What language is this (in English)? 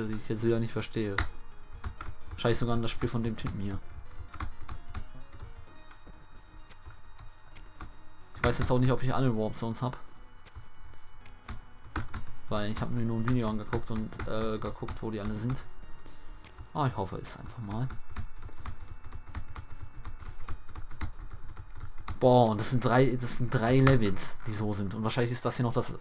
German